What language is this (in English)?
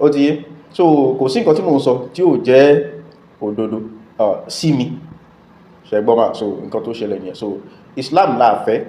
Yoruba